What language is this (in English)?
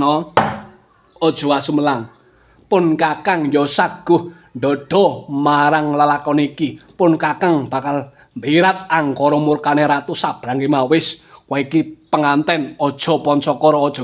Javanese